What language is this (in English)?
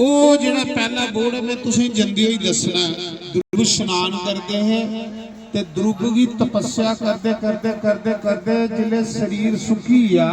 Dogri